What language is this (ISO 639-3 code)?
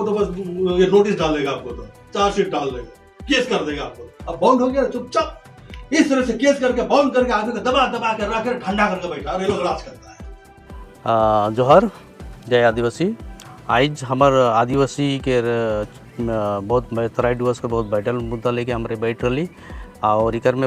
sck